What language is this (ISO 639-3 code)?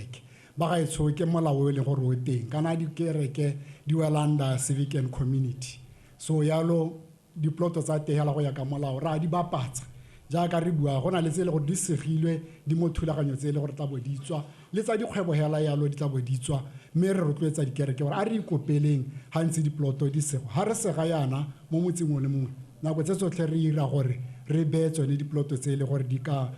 tsn